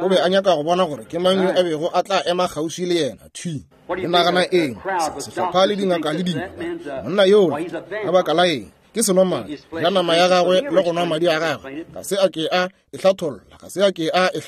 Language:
Northern Sotho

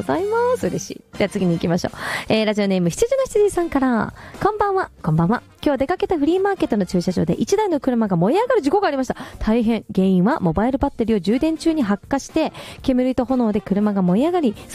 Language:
Japanese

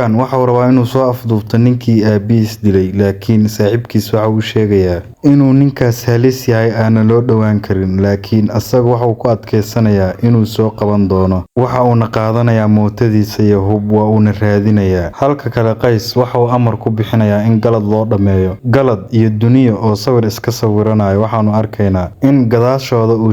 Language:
Somali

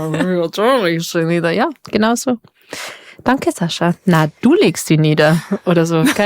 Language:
Bavarian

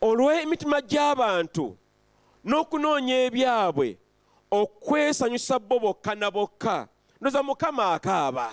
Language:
Ganda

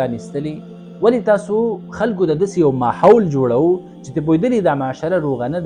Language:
Pashto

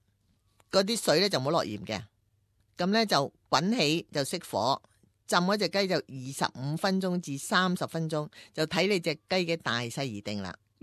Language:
Cantonese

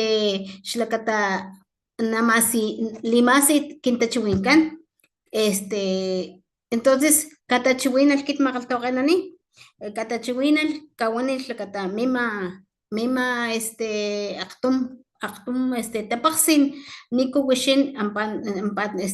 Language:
Papantla Totonac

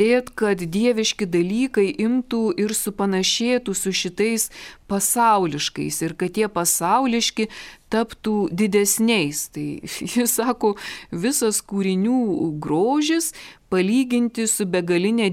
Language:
Lithuanian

